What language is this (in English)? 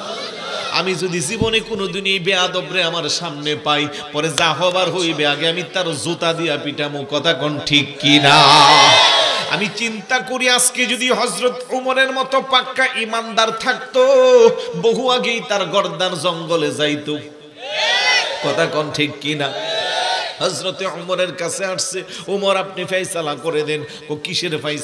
Bangla